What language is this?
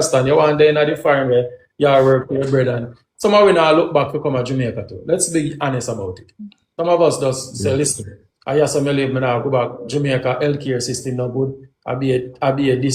Jamaican Creole English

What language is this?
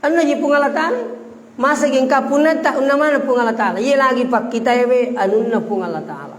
Buginese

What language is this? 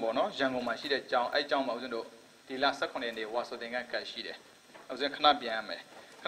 Burmese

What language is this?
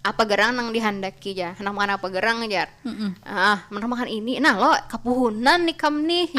Banjar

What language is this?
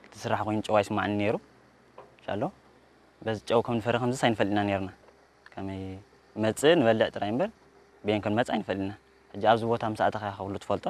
Tigrinya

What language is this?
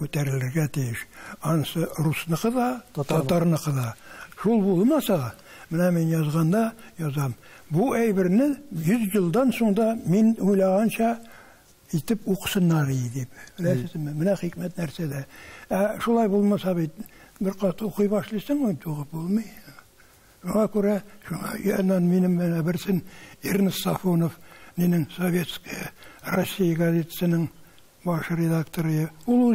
Tatar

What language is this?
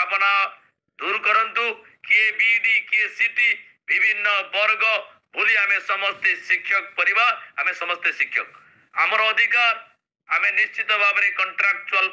Odia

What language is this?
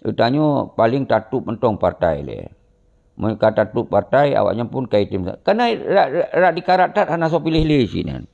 Achinese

